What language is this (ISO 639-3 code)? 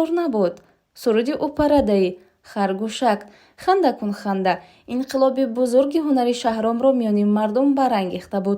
tgk